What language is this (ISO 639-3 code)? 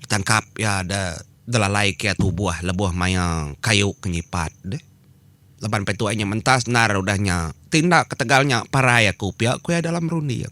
iba